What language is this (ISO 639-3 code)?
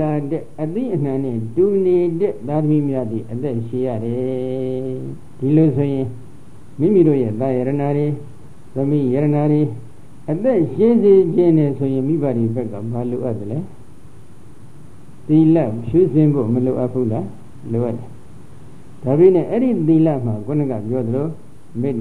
mya